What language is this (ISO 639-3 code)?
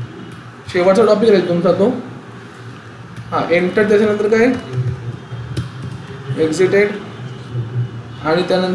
mar